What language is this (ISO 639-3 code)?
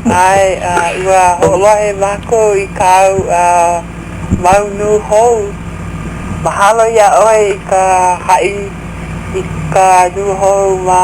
haw